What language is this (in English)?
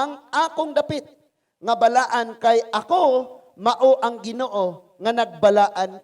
Cebuano